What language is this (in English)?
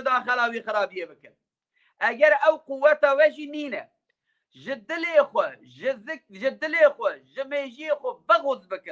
Kurdish